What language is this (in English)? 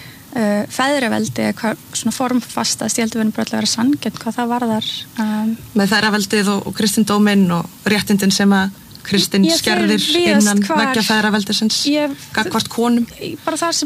Icelandic